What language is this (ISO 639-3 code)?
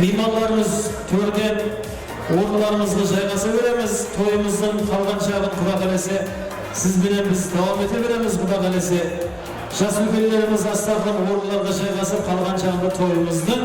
kaa